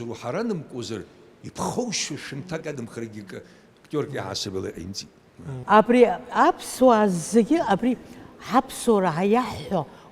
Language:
Abkhazian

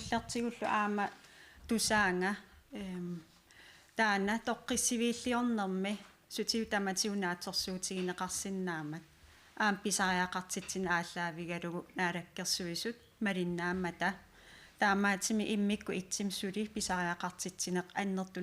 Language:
Kalaallisut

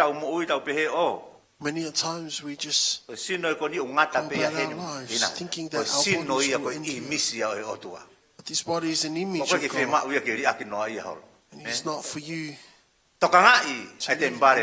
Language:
Tongan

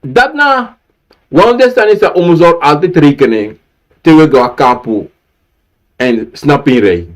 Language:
Sranan Tongo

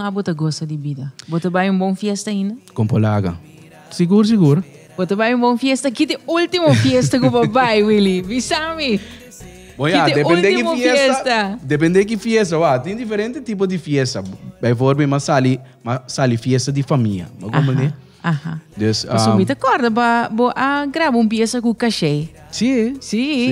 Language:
Papiamento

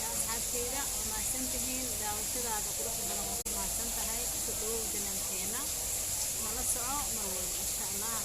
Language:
Somali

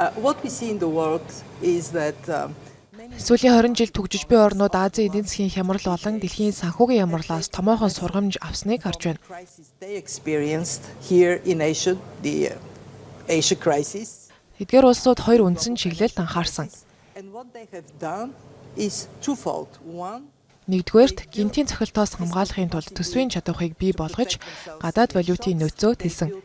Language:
Mongolian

